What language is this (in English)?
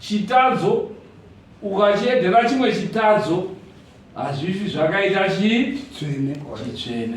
Shona